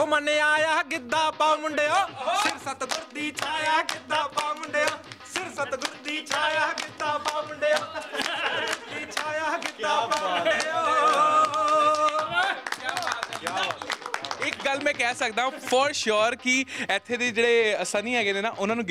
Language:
Punjabi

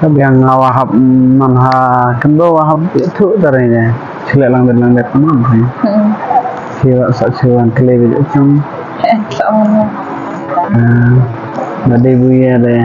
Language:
Khasi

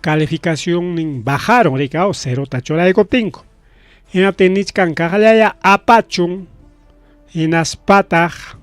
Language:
Ayacucho Quechua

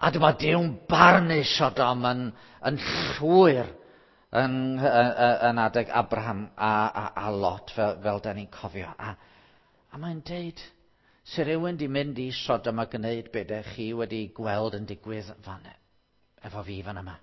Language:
Welsh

